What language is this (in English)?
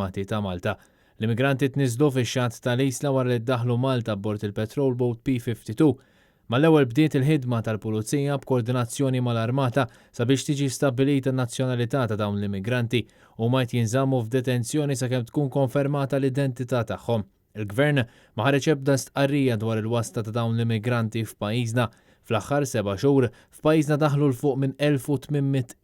Maltese